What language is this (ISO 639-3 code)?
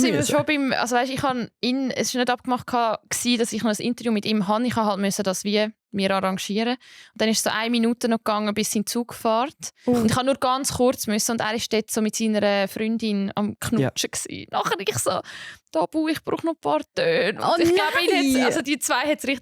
gsw